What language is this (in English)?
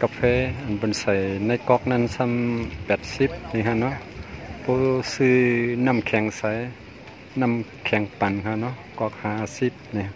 Shan